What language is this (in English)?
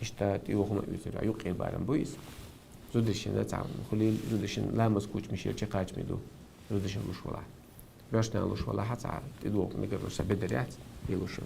Chechen